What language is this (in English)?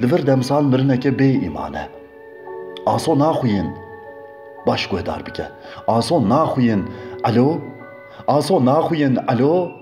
Kurdish